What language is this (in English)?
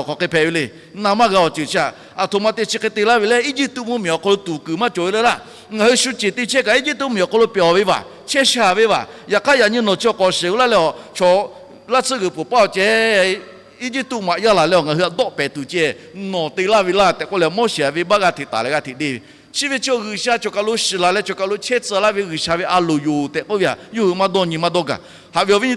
Lahu